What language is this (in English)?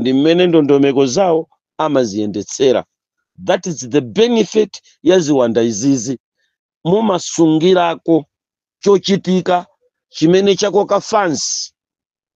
Nyanja